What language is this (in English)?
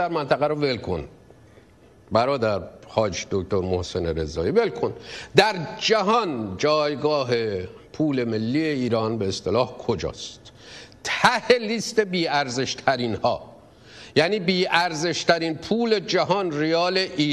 Persian